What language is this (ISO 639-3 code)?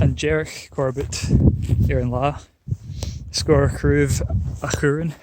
gla